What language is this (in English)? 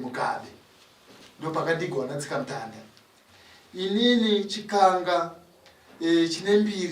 Shona